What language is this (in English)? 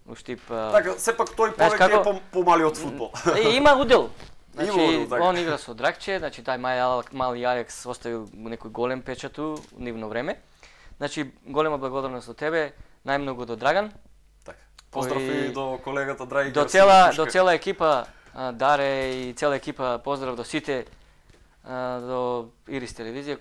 Macedonian